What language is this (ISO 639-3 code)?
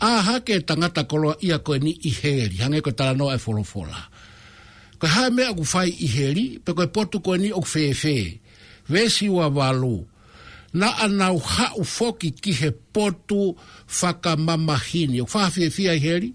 ton